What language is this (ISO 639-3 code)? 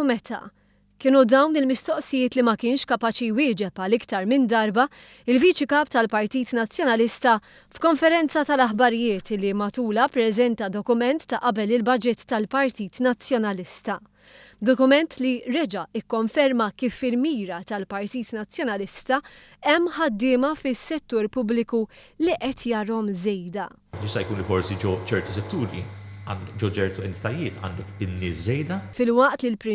mlt